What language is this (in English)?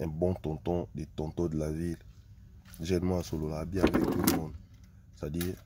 Lingala